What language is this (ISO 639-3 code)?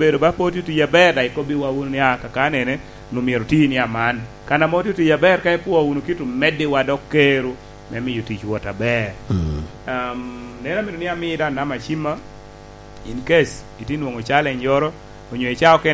laj